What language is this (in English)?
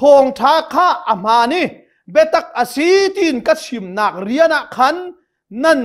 Hakha Chin